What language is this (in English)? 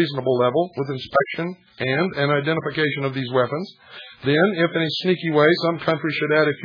English